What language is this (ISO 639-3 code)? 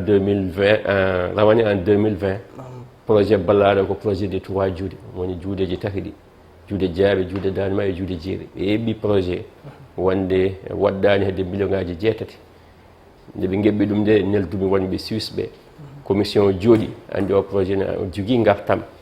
ful